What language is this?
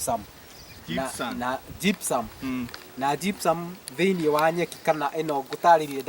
Kikuyu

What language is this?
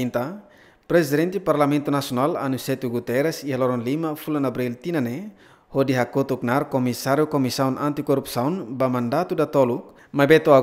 Tetum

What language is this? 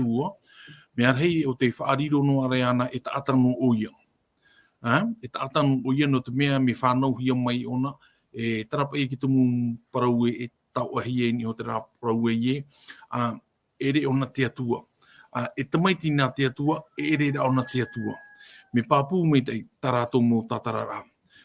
Tahitian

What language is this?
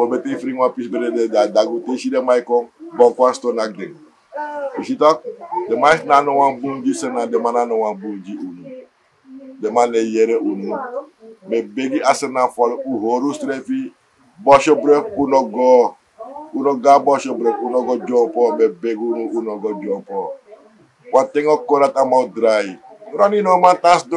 Sranan Tongo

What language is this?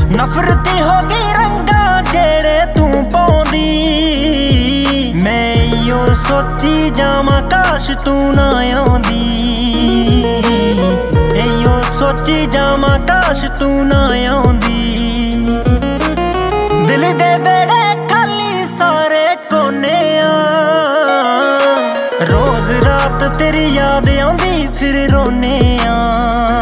Punjabi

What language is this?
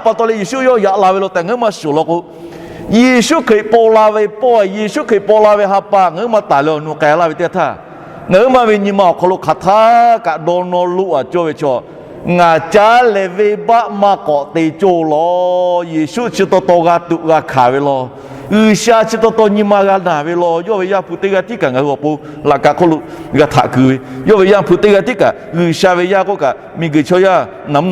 Lahu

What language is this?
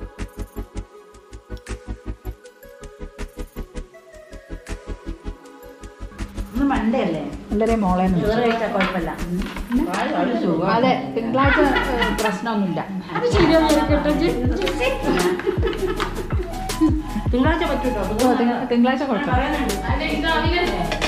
Malayalam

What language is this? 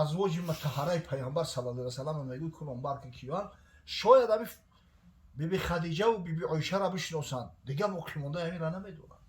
Tajik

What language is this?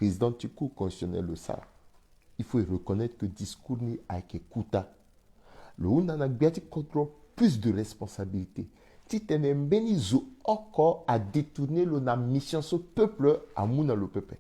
Sango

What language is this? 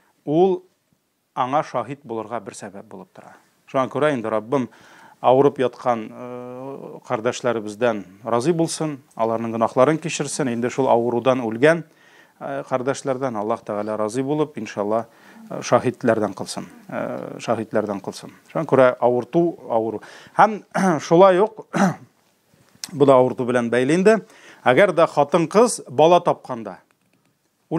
Tatar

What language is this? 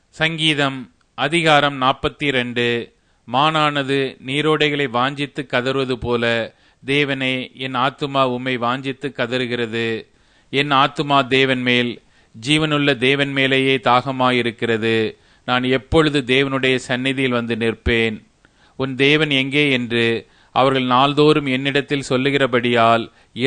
Tamil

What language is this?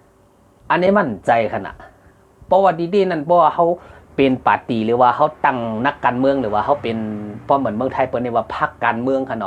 Shan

